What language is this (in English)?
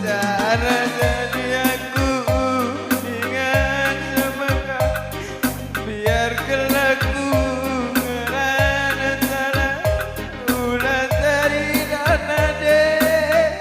Batak Karo